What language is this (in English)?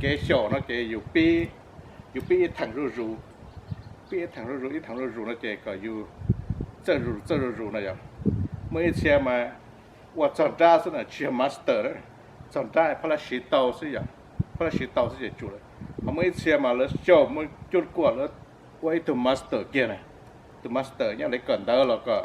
Hmong